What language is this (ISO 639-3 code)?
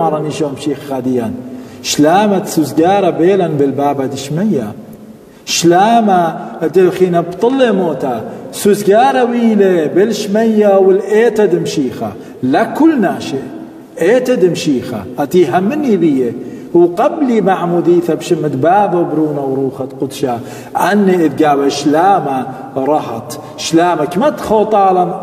aii